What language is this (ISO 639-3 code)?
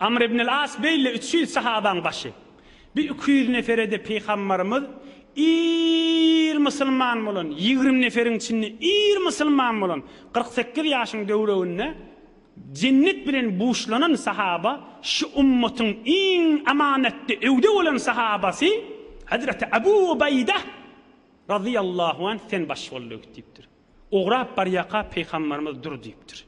tuk